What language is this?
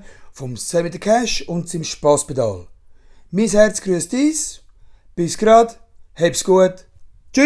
Swiss German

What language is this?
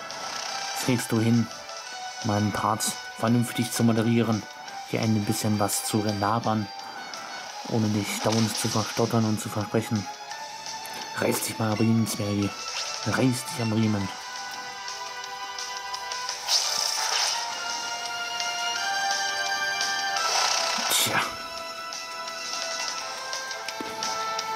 German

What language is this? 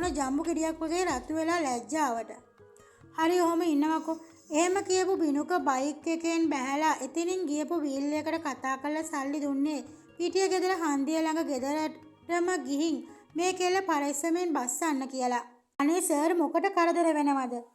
Sinhala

